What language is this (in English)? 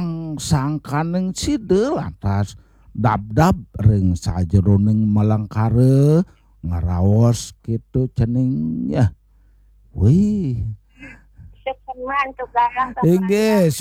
Balinese